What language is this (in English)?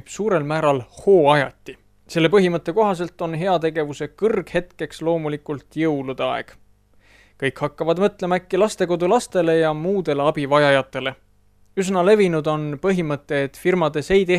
Estonian